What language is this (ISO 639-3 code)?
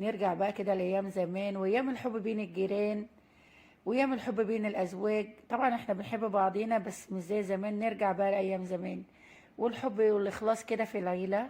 arz